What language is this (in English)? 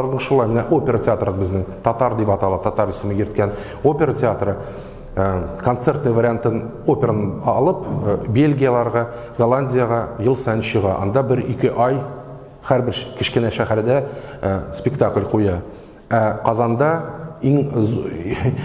Tatar